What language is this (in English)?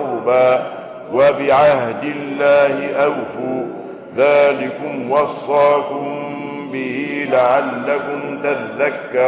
Arabic